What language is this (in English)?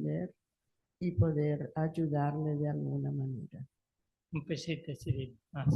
Guarani